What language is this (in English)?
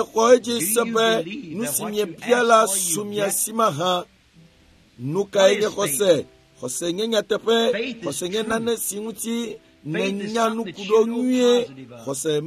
Ewe